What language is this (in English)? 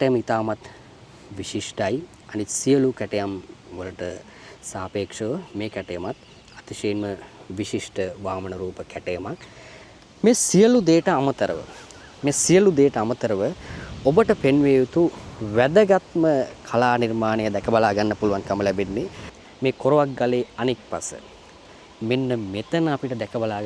Sinhala